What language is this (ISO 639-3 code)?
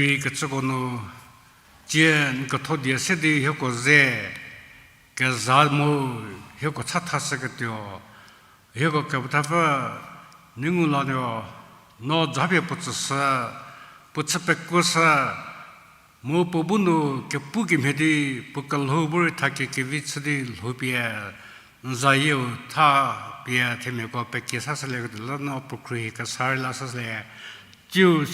njm